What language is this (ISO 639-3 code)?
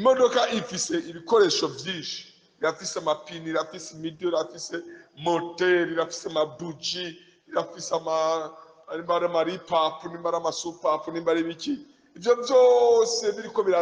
run